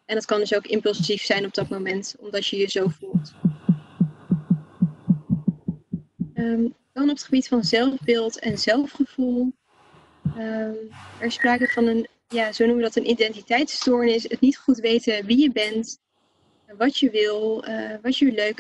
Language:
Dutch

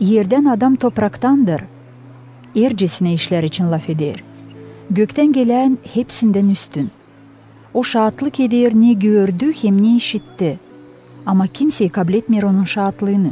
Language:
Gagauz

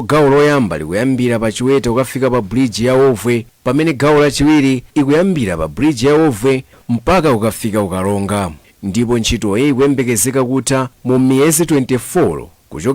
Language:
Nyanja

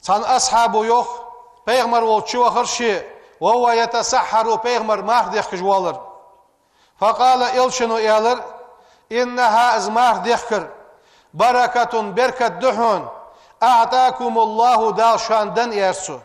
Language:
Ingush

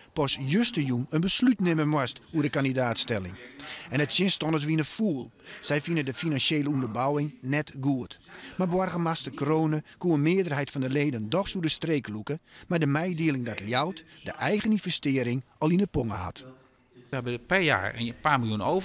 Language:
Western Frisian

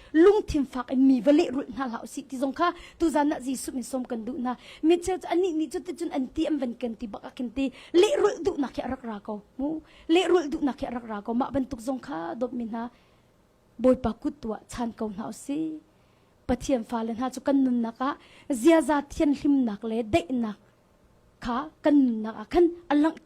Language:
Hakha Chin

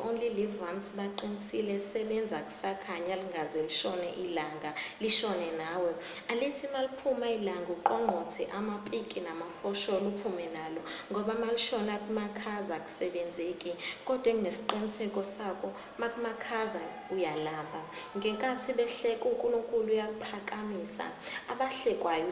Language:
Zulu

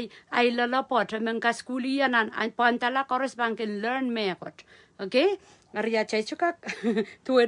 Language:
Pohnpeian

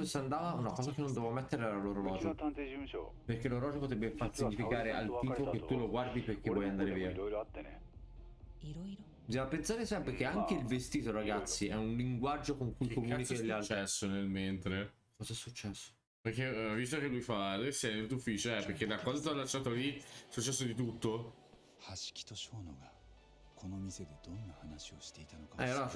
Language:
Italian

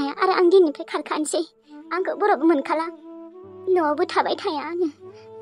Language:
Bodo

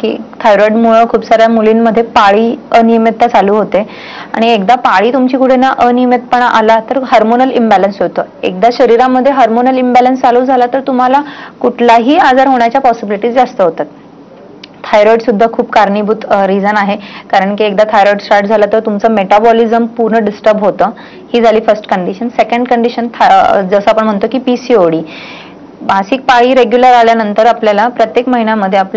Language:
Marathi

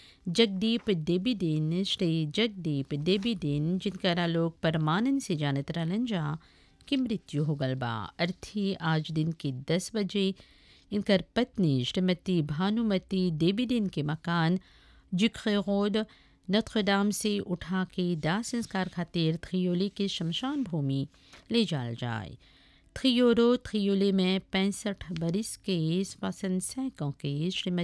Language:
Bhojpuri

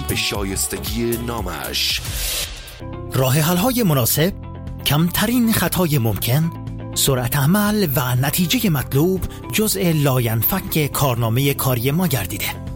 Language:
Persian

